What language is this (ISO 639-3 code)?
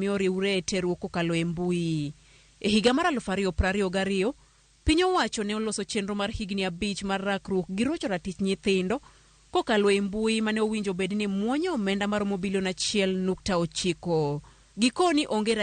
luo